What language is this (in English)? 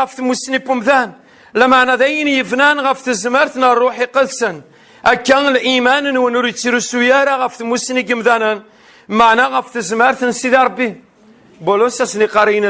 Kabyle